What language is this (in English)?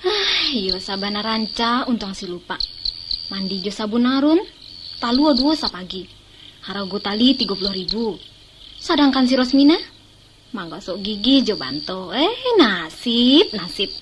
Minangkabau